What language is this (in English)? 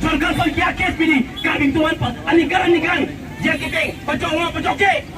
Karbi